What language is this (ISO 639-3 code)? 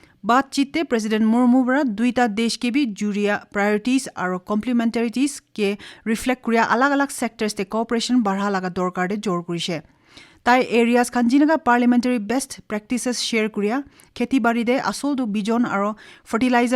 nag